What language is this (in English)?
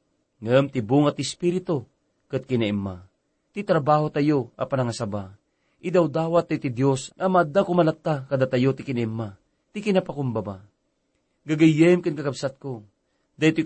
Iloko